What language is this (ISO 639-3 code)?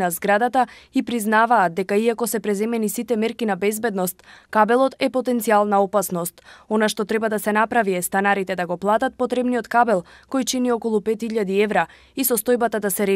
mkd